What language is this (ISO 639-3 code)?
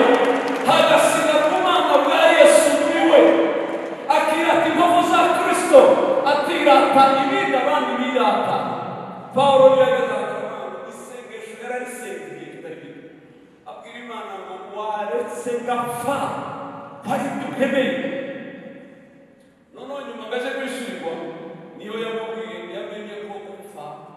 kin